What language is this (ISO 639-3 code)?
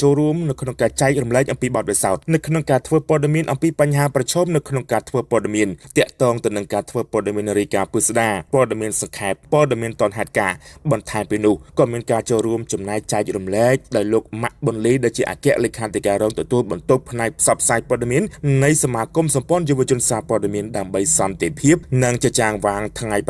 khm